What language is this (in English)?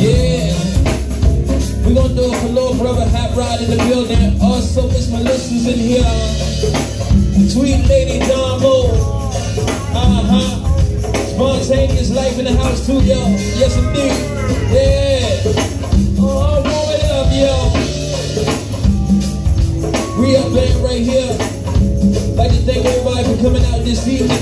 English